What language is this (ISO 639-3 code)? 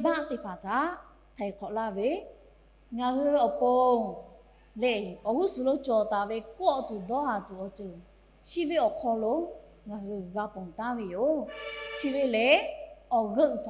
lhu